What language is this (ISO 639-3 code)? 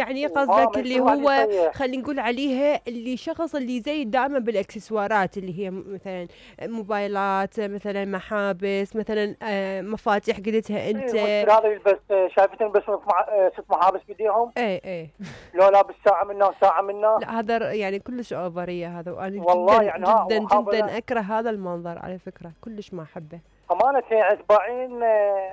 acm